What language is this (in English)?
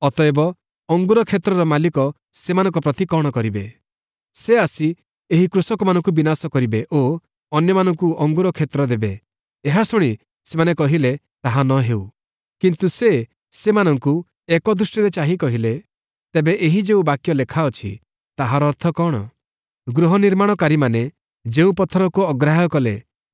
Odia